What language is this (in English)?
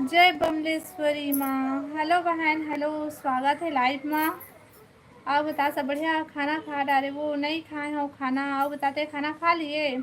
Chhattisgarhi